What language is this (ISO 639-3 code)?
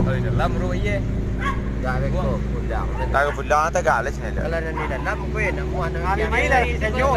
min